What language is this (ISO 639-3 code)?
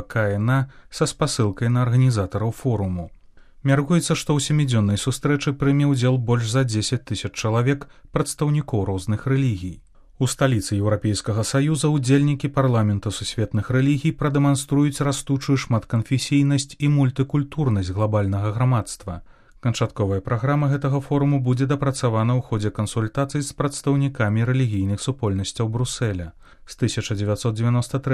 bel